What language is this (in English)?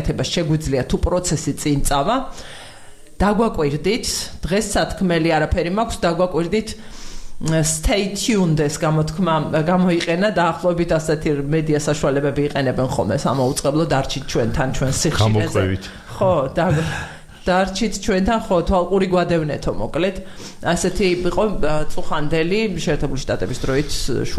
Georgian